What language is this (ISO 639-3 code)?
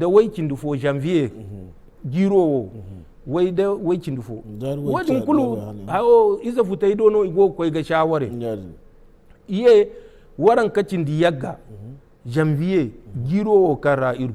dje